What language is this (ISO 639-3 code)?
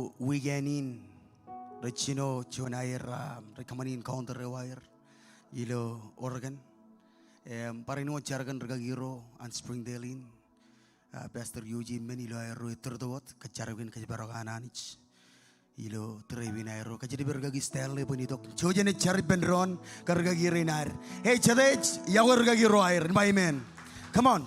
mah